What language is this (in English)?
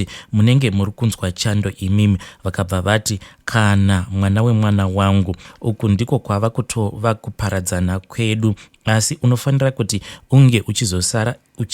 Shona